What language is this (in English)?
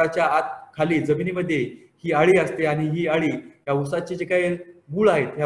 Marathi